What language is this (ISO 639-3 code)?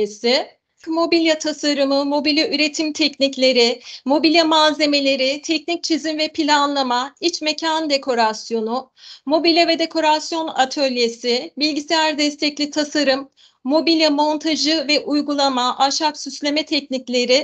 tur